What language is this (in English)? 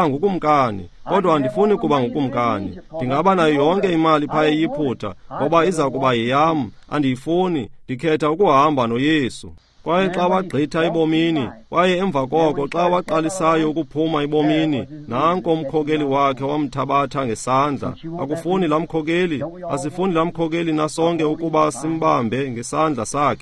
Xhosa